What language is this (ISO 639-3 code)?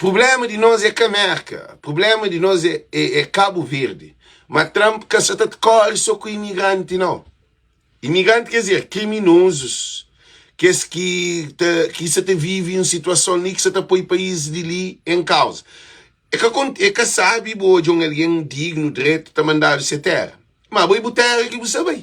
kea